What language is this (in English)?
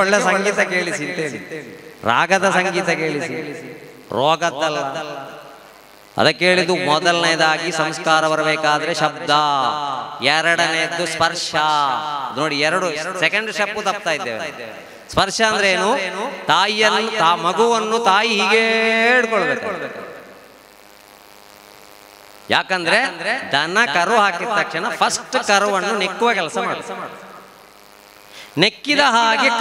Kannada